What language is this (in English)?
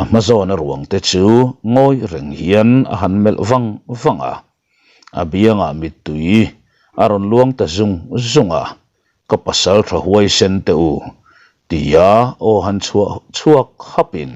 Mizo